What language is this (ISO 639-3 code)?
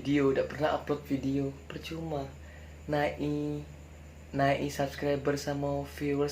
mui